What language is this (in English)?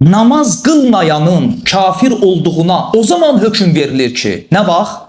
Azerbaijani